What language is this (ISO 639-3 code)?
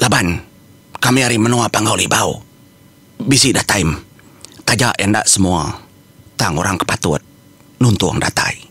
iba